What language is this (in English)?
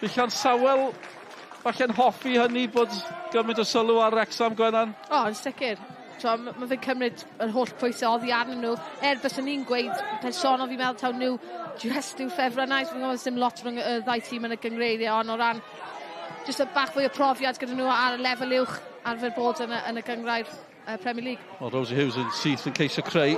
Welsh